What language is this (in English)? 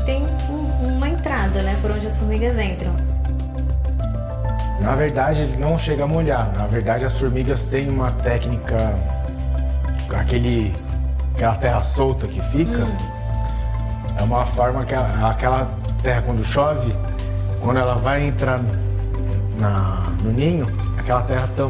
Portuguese